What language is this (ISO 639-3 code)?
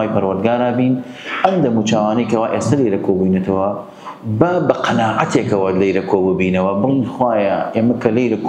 ckb